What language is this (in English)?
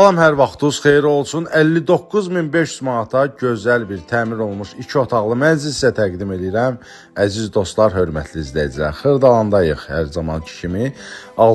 Azerbaijani